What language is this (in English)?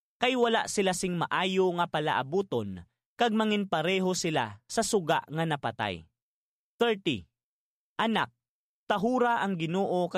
Hiligaynon